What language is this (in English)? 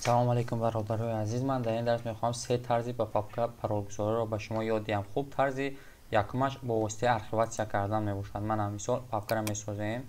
Tajik